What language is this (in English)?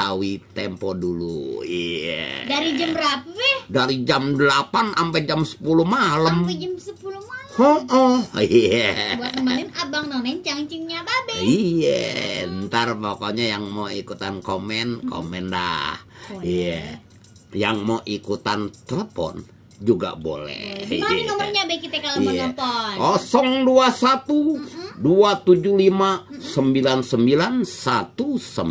Betawi